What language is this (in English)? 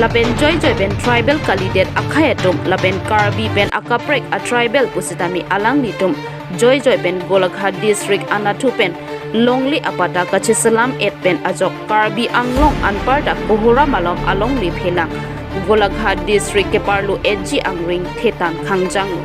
Karbi